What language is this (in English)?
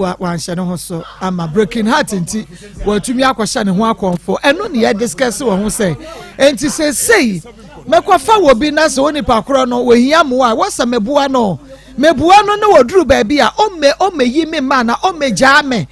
Akan